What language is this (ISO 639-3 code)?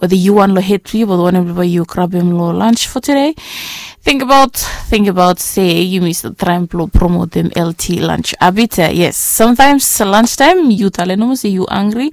bis